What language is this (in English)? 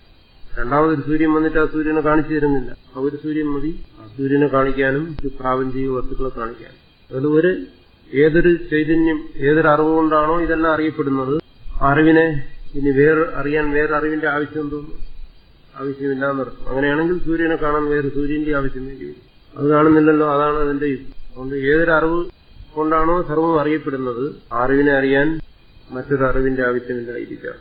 Malayalam